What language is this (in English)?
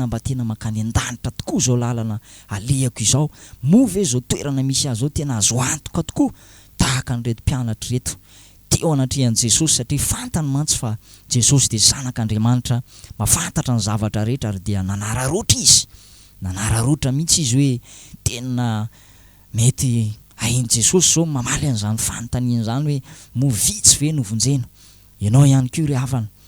Malagasy